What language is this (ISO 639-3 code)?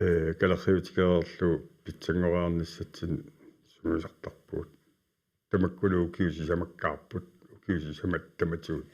kal